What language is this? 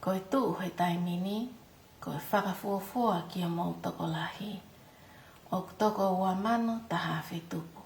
Tongan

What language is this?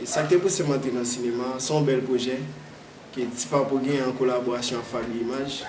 Haitian Creole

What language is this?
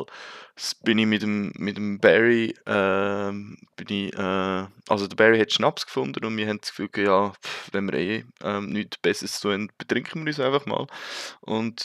Swiss German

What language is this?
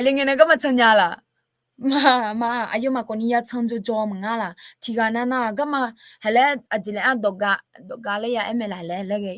Akha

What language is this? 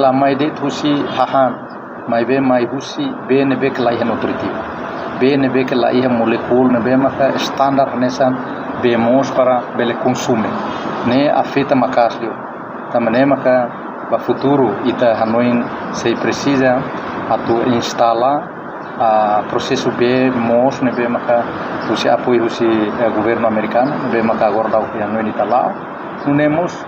Tetum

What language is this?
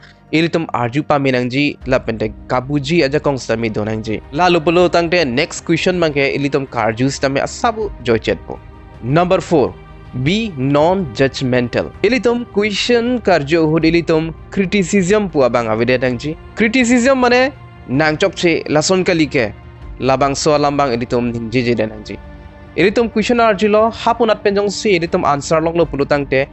Karbi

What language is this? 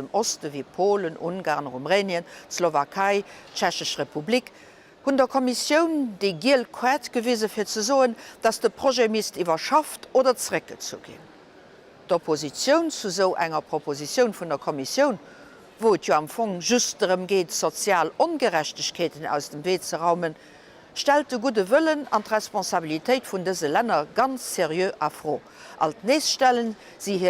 Luxembourgish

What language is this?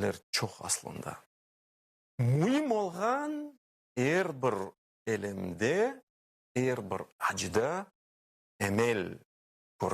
Crimean Tatar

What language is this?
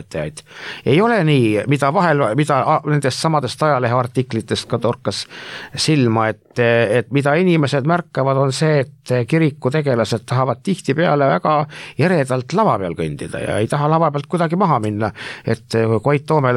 Estonian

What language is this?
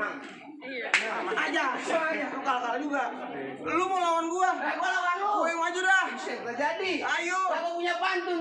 Betawi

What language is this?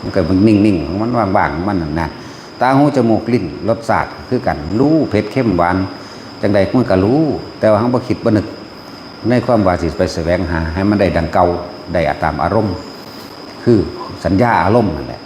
Northeastern Thai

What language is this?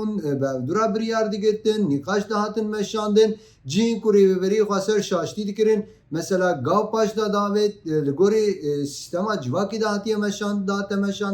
Kurdish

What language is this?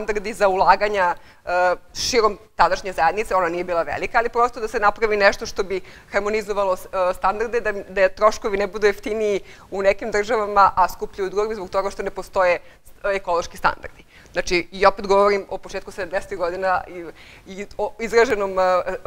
Serbian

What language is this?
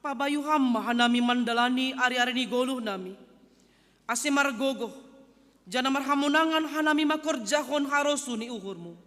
Batak Simalungun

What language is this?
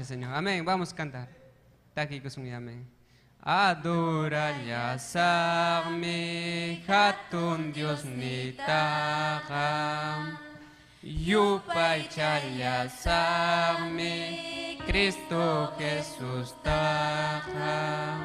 Ayacucho Quechua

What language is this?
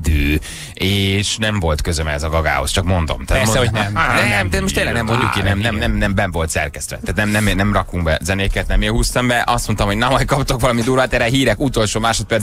Hungarian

